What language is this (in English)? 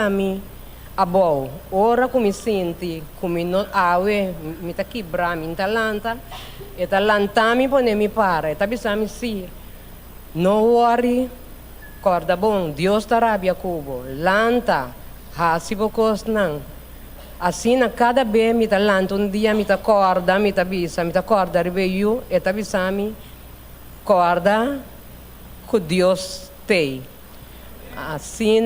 Papiamento